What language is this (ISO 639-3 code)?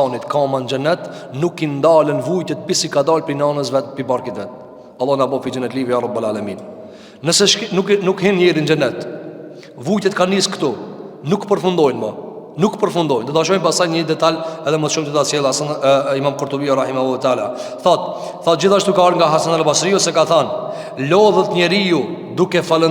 sqi